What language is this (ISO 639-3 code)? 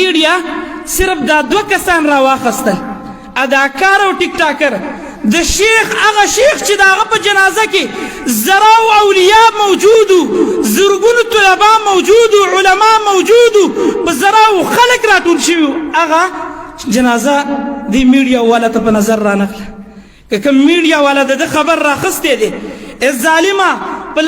pus